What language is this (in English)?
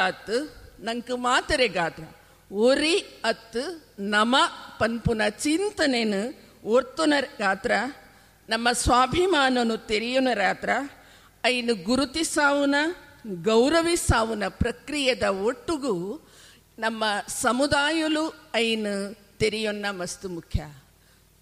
Tulu